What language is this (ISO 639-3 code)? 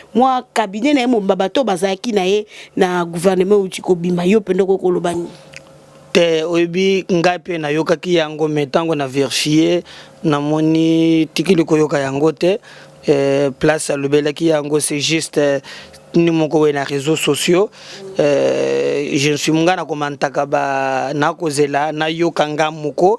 lin